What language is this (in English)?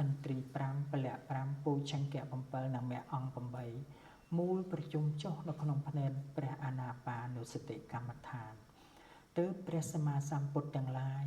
Khmer